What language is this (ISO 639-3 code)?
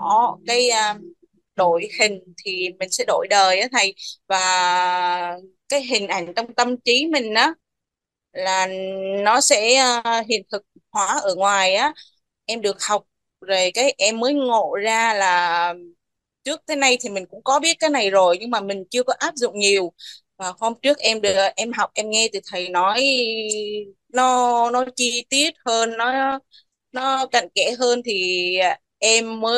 vie